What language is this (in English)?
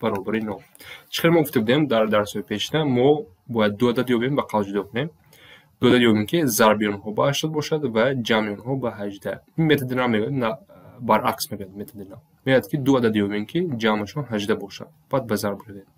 Tajik